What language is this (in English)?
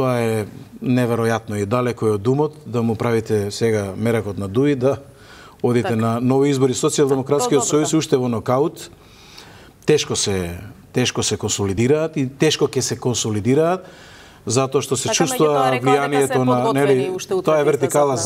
Macedonian